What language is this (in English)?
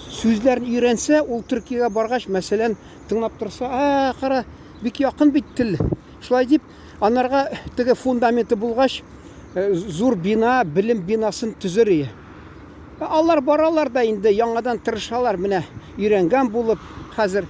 Tatar